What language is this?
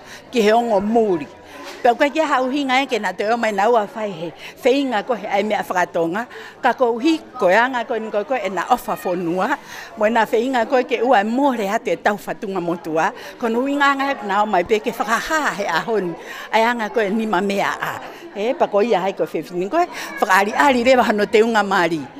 Tongan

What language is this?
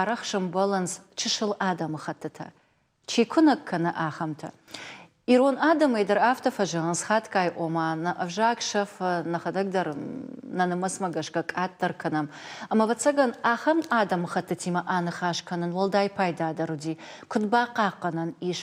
Ossetic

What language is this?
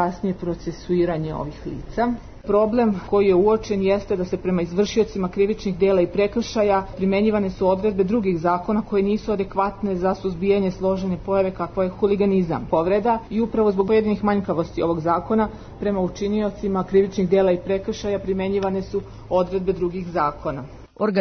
Serbian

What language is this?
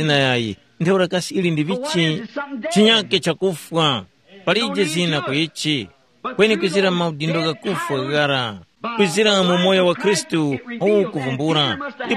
Tumbuka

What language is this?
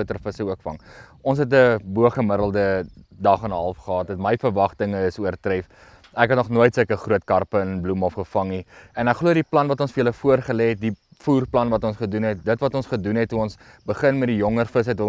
Afrikaans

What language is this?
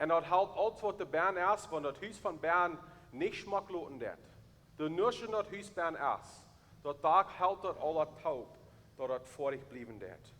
Plautdietsch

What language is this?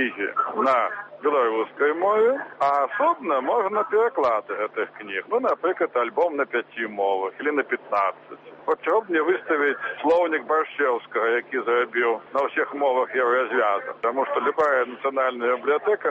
Belarusian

